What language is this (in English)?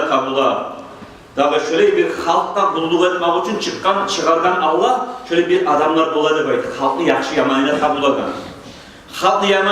Kumyk